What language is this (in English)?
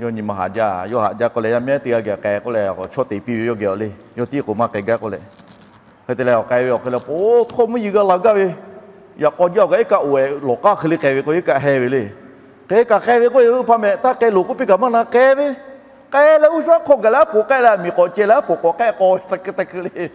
Lahu